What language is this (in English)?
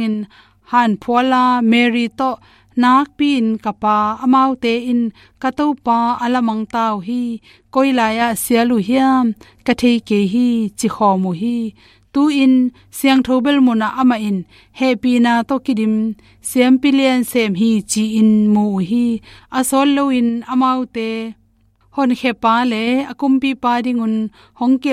Tedim Chin